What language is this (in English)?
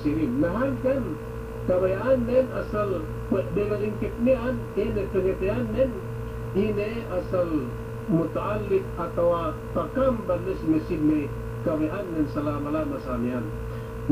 Yakan